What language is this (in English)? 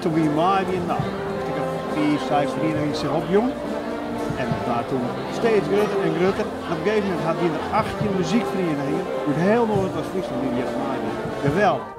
Western Frisian